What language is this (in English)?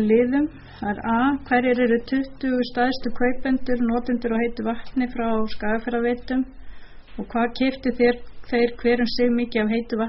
Icelandic